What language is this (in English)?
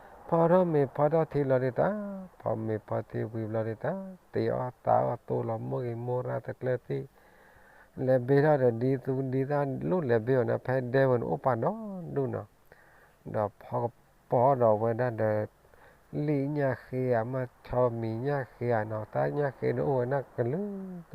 S'gaw Karen